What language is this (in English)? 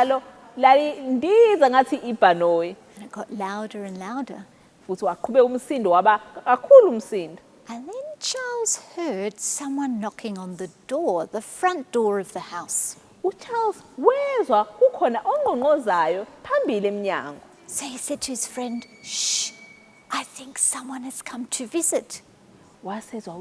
Zulu